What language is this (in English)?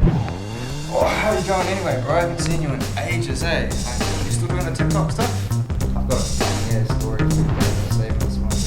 Māori